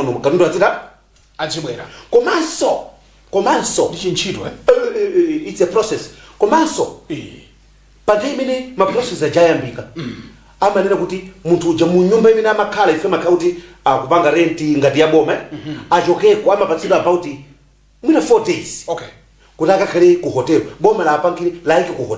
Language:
Nyanja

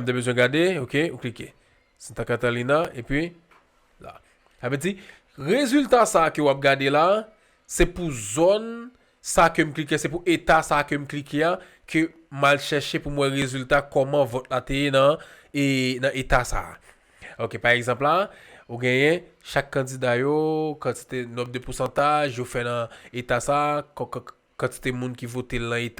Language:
Haitian Creole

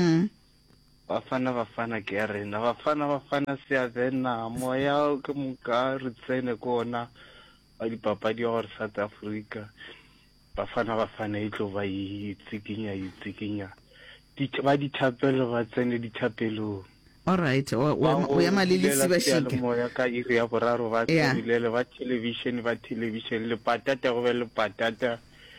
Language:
Northern Sotho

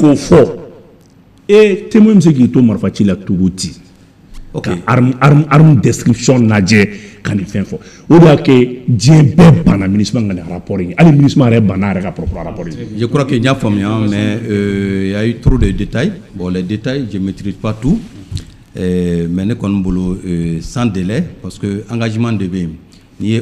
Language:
Bambara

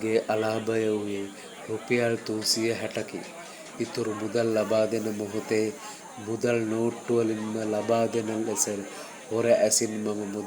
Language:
Sinhala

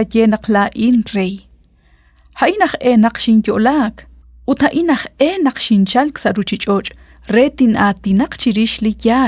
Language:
Kekchí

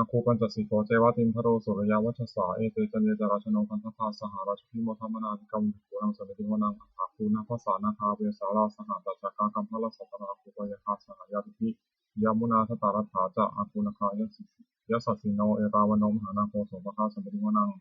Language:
Pali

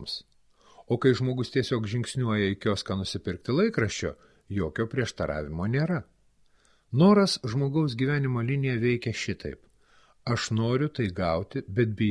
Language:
Lithuanian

